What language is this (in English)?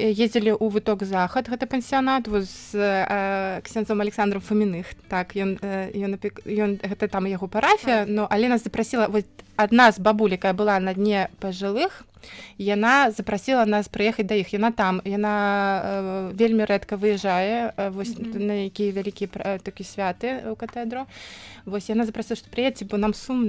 Belarusian